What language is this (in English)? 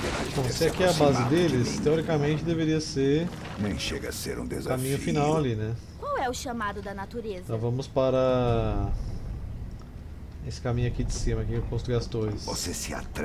Portuguese